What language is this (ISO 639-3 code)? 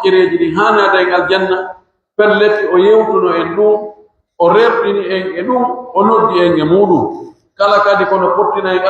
fuf